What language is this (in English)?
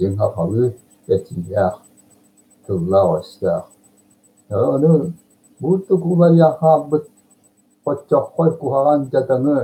Yakut